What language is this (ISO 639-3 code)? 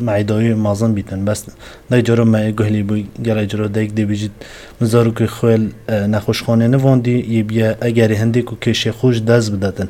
kur